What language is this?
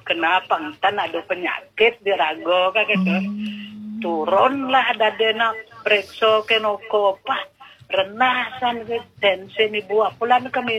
Balinese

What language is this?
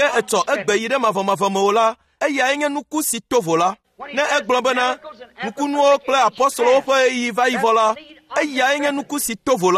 Ewe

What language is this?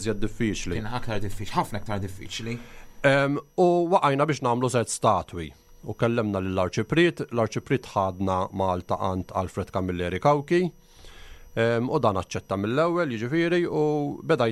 Maltese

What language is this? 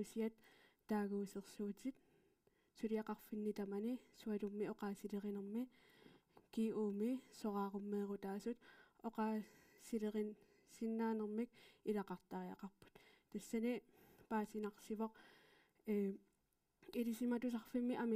Kalaallisut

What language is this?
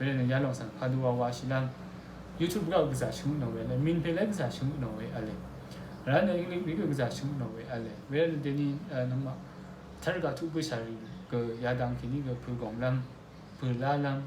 Rawang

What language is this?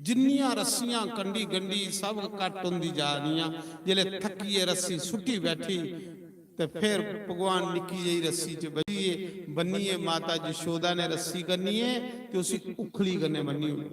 Dogri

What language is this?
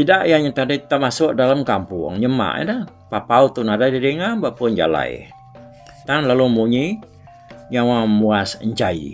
Iban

